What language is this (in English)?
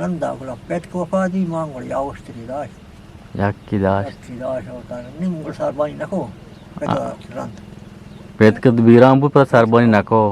Eastern Balochi